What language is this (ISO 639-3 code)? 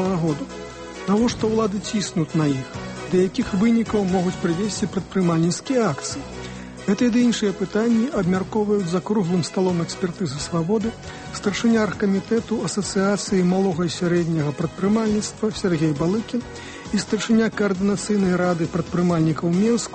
bel